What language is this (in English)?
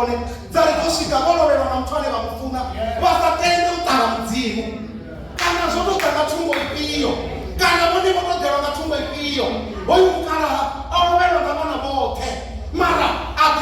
Venda